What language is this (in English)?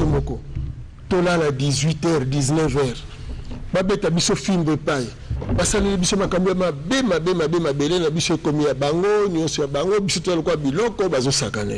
Lingala